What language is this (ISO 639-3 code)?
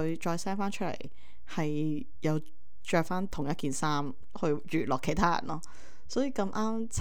yue